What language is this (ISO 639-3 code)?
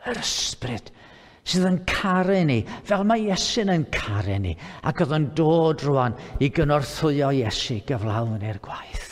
cym